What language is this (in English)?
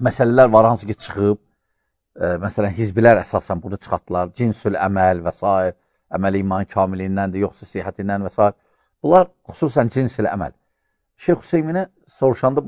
Azerbaijani